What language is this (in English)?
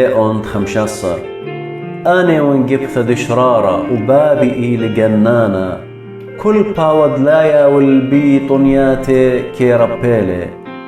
Assyrian Neo-Aramaic